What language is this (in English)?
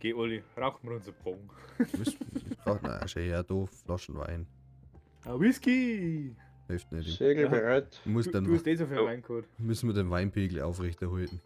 Bavarian